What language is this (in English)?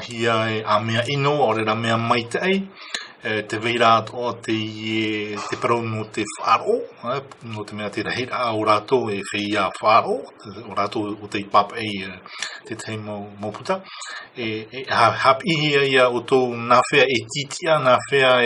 Tahitian